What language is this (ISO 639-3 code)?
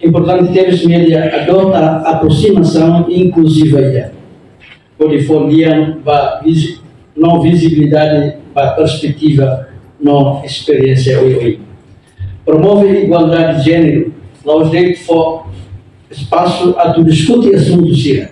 tet